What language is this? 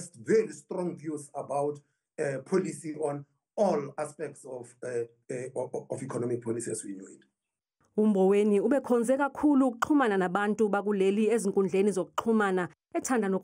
Zulu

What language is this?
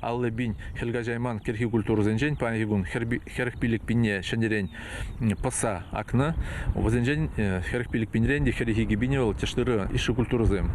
Chuvash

